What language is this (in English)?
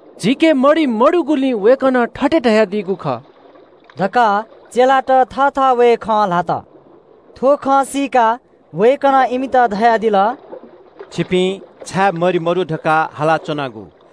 Newari